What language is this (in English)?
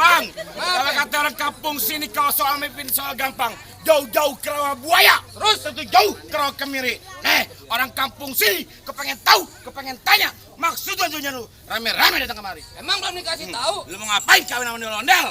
Betawi